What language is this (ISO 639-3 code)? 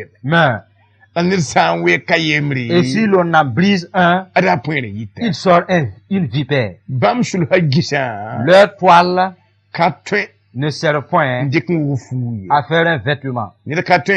mos